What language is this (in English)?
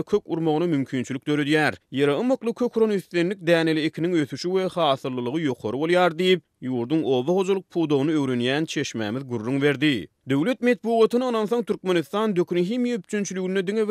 Turkmen